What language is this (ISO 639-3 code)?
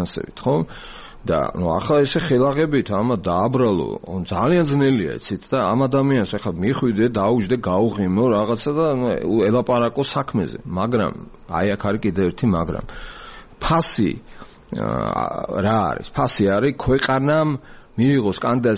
kat